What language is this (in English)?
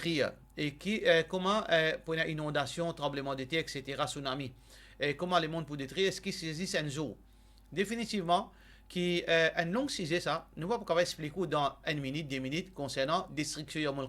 Morisyen